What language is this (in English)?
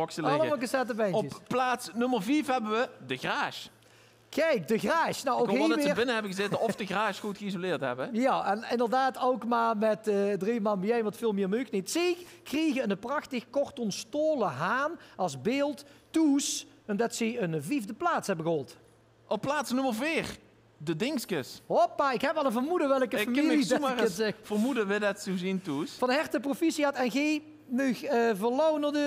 Limburgish